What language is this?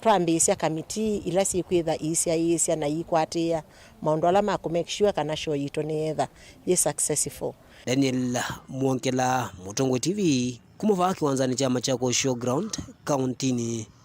Kamba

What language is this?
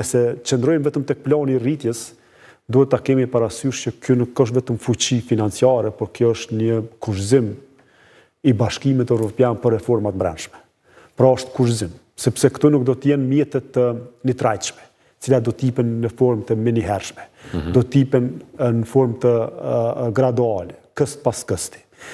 Albanian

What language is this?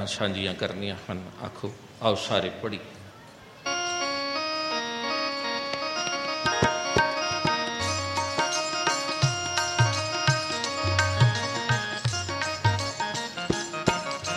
Punjabi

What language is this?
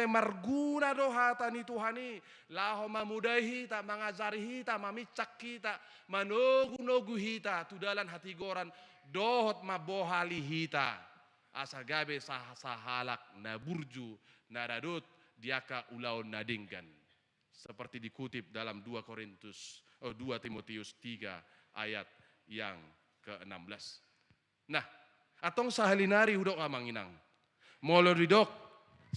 Batak Toba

